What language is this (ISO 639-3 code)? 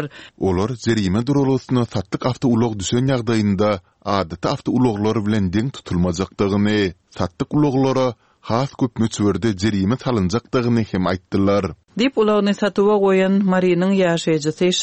tuk